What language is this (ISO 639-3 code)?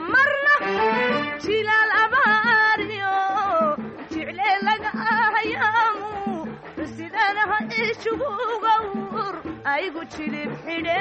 som